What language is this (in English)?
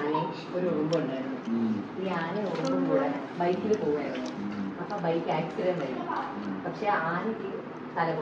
Malayalam